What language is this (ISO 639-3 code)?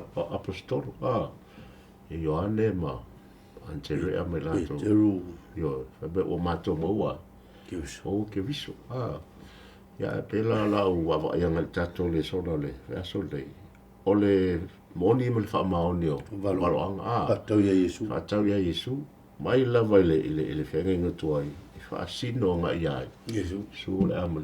smo